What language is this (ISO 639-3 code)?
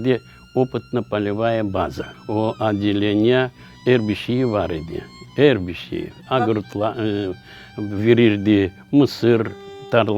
crh